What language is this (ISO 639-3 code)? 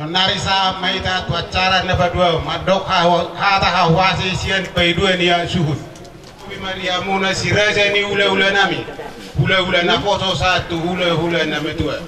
bbc